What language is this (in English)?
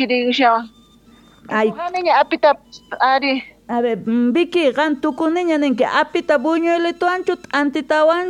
Quechua